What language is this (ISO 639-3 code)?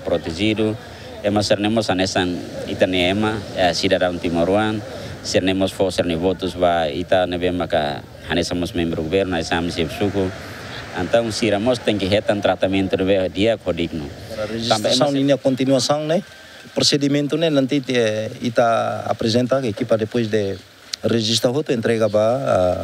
tet